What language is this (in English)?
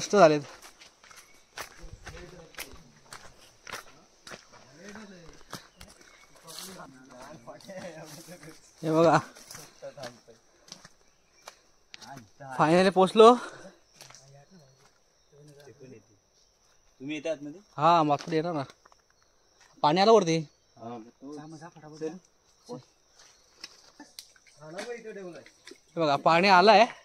Marathi